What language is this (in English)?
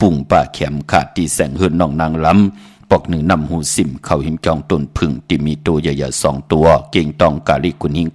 Shan